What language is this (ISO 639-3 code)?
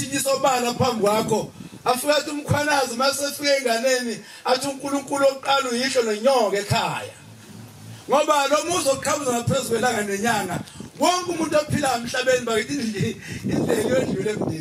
zul